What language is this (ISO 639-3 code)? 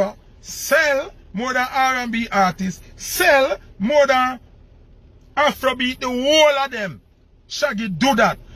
jam